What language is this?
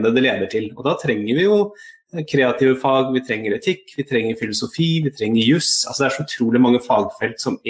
Norwegian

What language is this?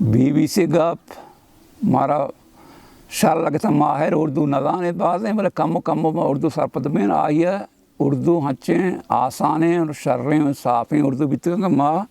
Baluchi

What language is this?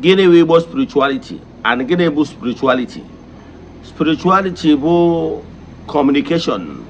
Igbo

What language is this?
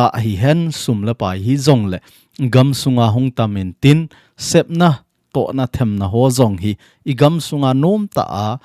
Thado Chin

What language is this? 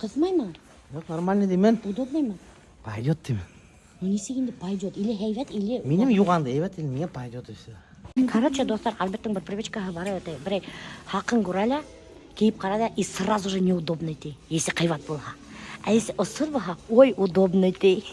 Bashkir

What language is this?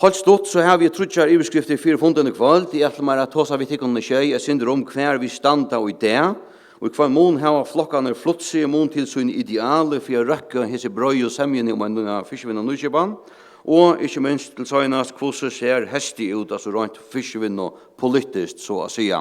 Faroese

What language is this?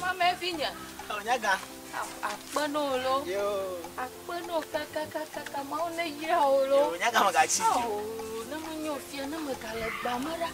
Ewe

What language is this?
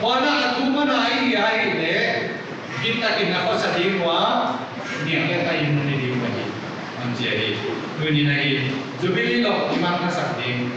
Paite Chin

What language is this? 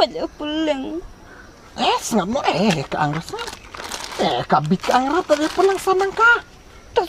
Khasi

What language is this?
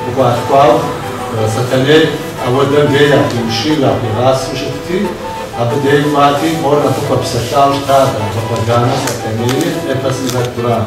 Kabardian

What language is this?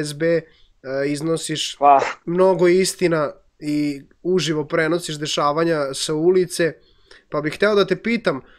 Serbian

